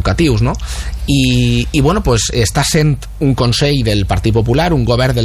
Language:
Catalan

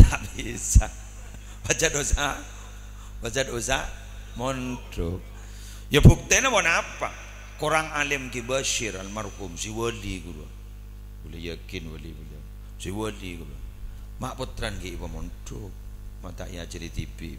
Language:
Madurese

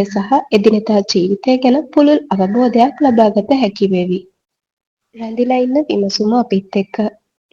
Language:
Sinhala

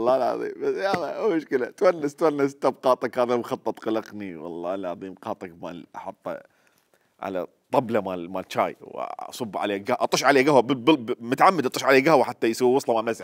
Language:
Mesopotamian Arabic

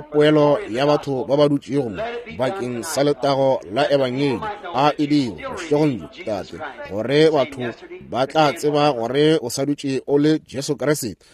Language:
Northern Sotho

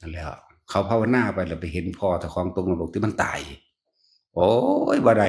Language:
Northeastern Thai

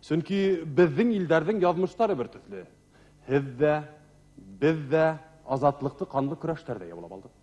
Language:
Bashkir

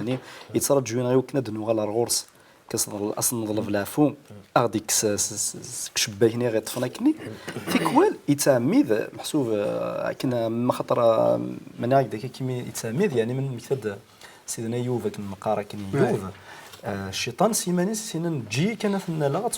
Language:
Kabyle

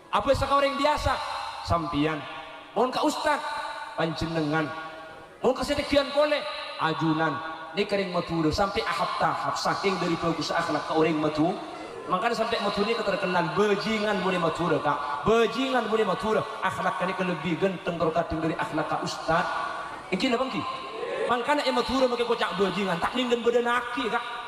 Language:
Madurese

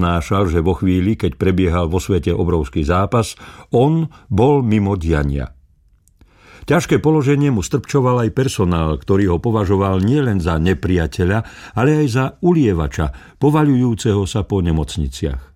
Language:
Slovak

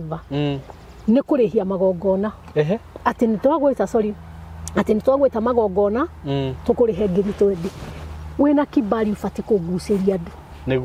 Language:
Kikuyu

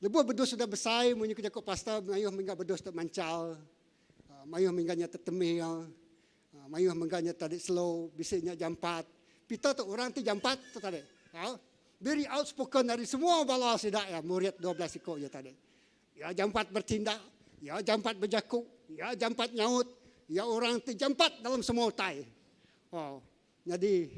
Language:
Iban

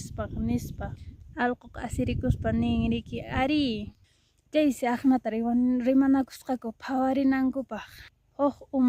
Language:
Quechua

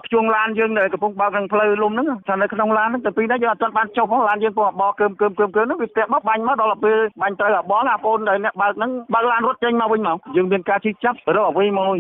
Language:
Khmer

